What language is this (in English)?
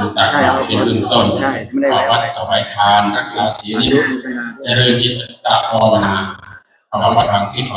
Pali